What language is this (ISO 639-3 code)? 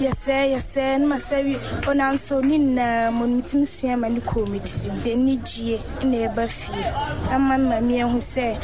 aka